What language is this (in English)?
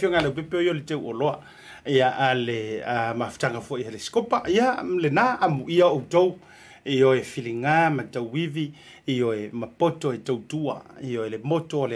Samoan